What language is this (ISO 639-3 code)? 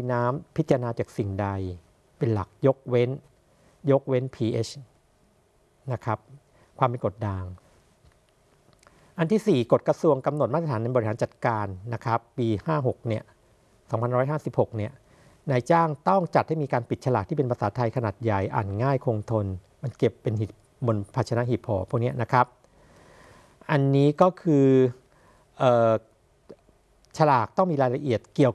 tha